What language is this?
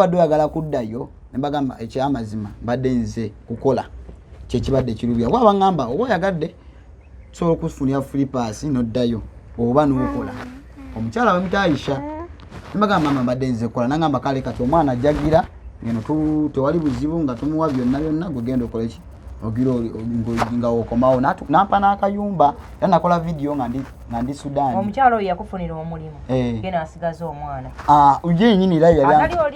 Ganda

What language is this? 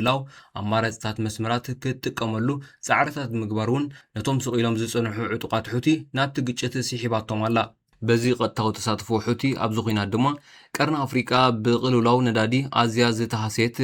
Tigrinya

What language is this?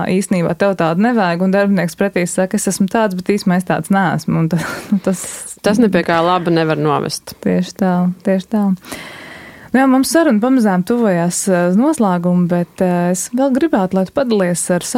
Latvian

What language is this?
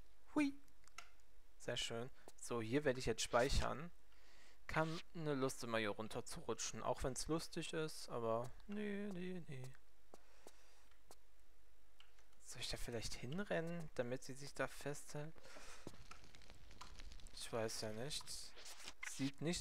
German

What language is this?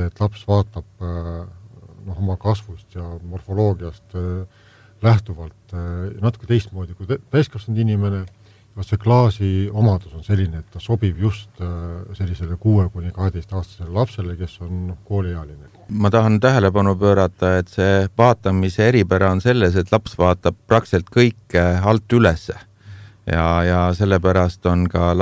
Estonian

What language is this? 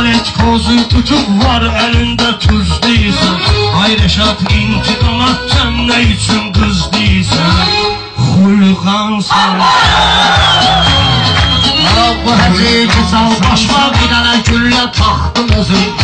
Azerbaijani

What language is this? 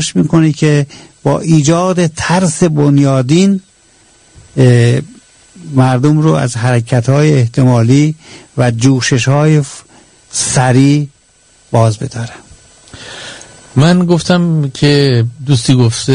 Persian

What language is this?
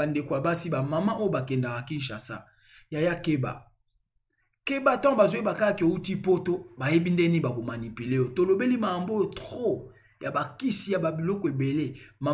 Lingala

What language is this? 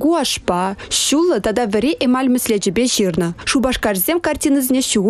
Chuvash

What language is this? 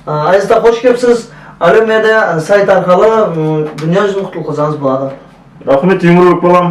Kara-Kalpak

